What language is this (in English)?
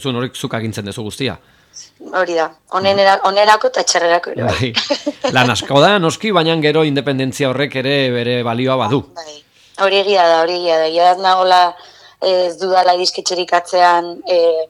Basque